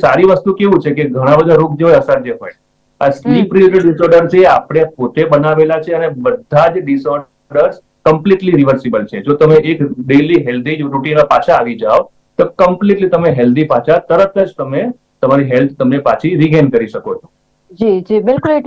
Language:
Gujarati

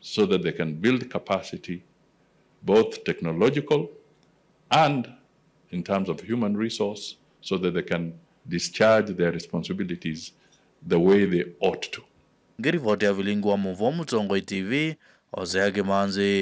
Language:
Kamba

